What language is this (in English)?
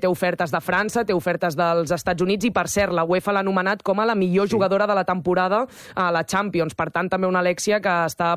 Catalan